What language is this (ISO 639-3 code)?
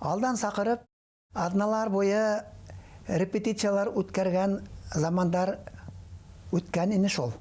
bak